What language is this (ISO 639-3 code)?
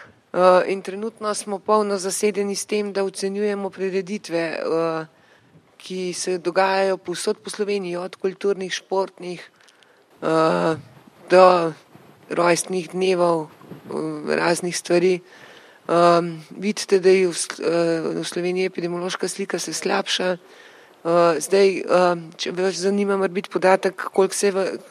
slv